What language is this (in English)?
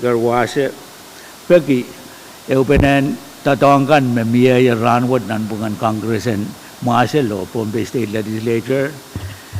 Pohnpeian